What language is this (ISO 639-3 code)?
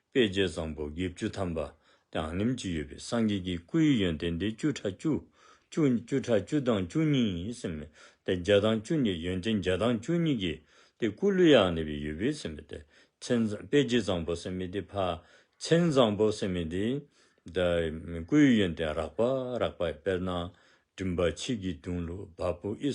dzo